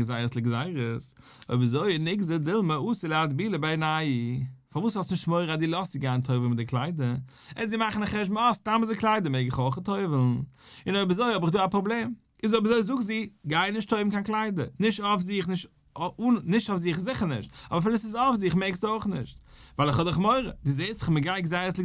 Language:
Yiddish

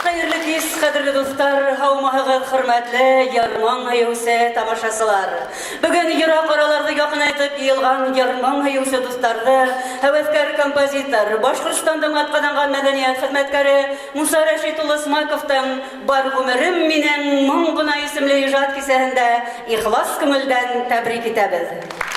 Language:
Bashkir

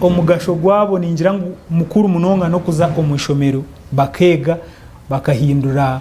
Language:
Nyankole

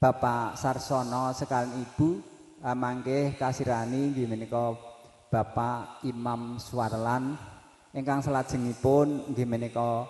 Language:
Javanese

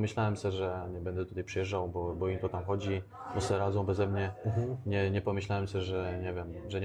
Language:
Polish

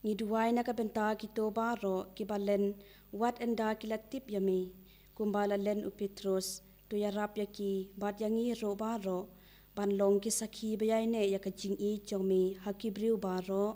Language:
Khasi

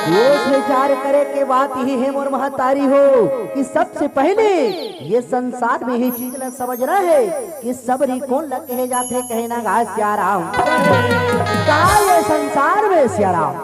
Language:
Chhattisgarhi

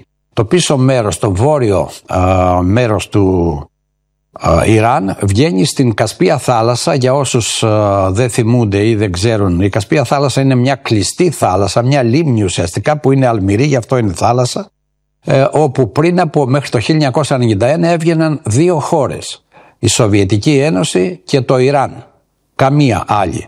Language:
Greek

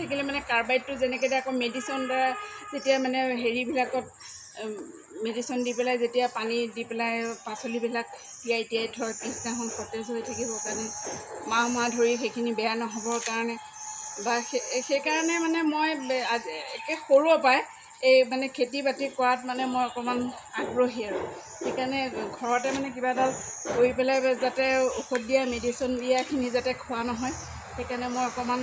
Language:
Assamese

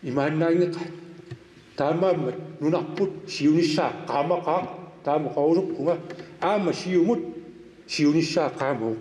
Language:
Kalaallisut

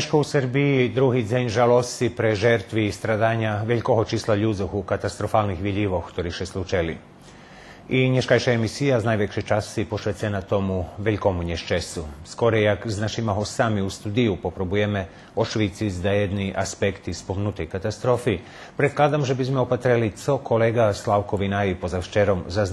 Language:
Rusyn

